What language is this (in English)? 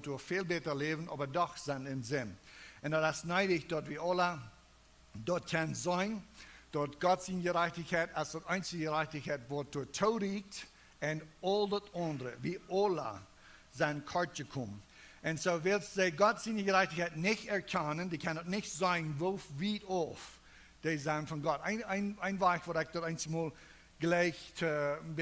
Plautdietsch